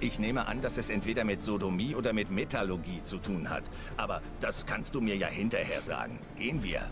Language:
Swiss German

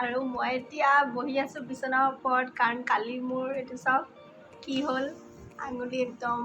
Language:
Assamese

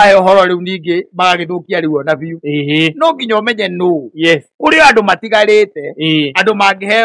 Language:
Kikuyu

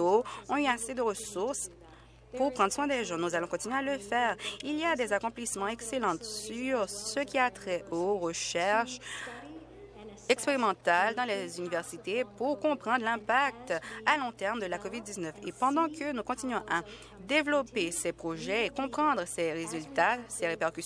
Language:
French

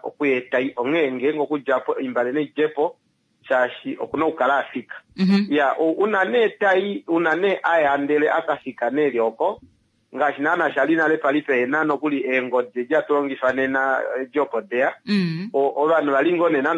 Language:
Kuanyama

